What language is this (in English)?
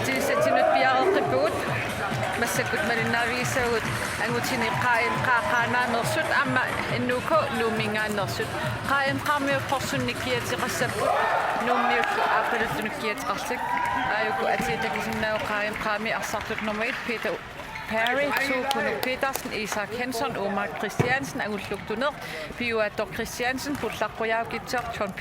Kalaallisut